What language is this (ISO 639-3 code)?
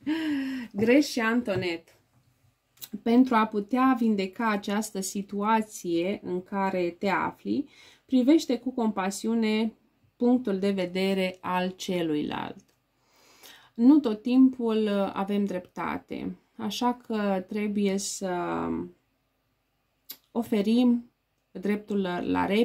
ron